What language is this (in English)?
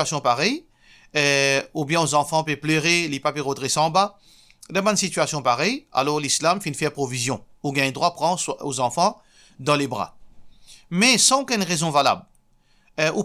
Morisyen